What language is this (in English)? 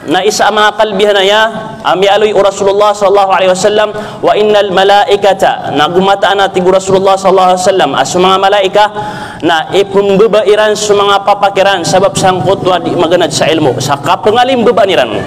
Maranao